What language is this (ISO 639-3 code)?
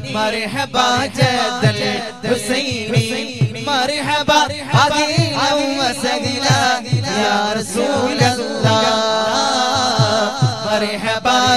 mal